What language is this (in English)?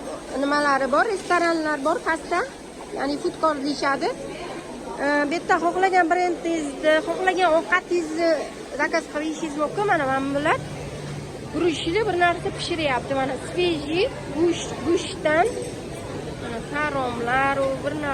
Uzbek